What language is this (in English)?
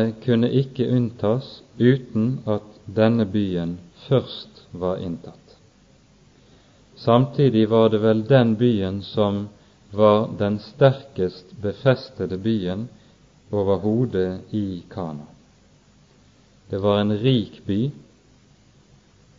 Norwegian